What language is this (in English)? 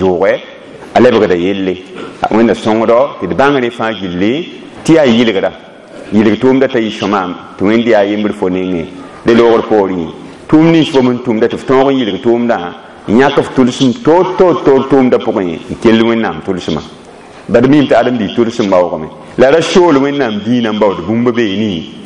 Mossi